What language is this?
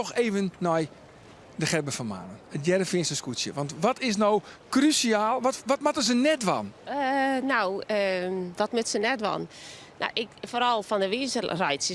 Western Frisian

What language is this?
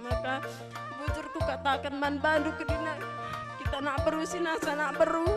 Batak Karo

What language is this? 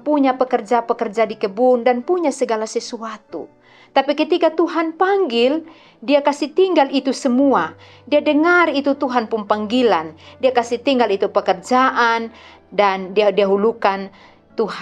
Kupang Malay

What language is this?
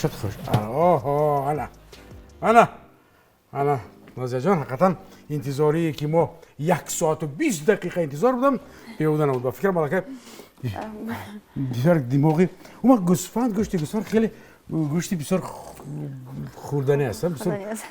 Tajik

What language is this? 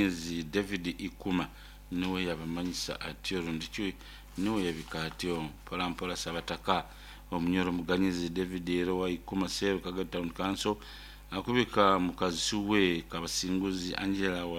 Nyoro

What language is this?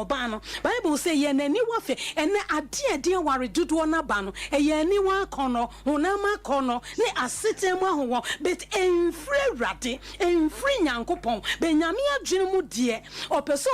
Akan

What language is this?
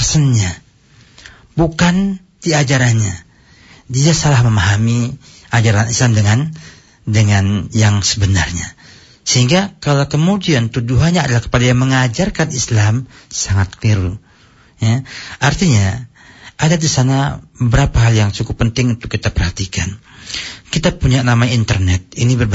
Indonesian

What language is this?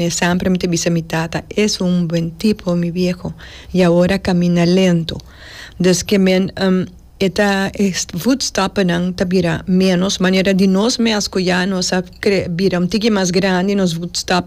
Papiamento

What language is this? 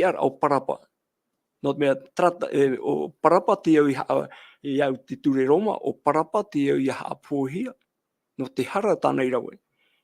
Tahitian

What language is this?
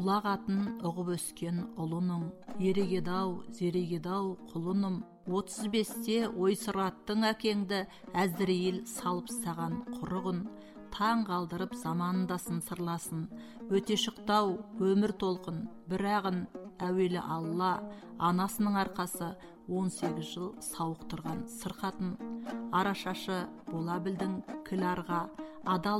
Kazakh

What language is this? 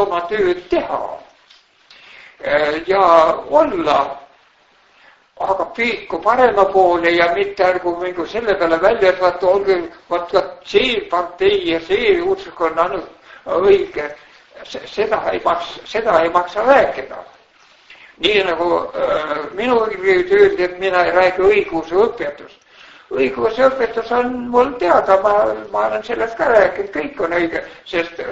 Estonian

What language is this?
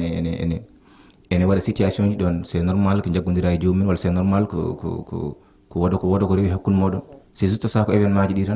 Fula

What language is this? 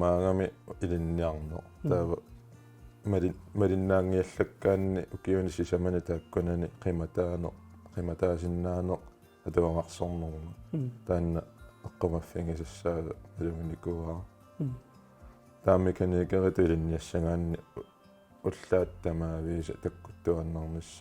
Kalaallisut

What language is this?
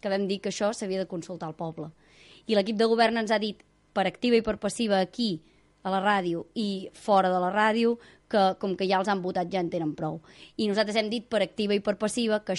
Catalan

